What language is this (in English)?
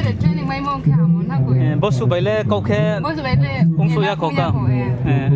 Riang (India)